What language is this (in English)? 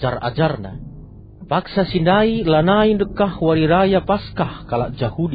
Batak Karo